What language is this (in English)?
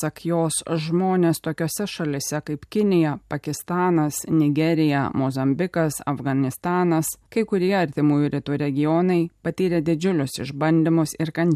Lithuanian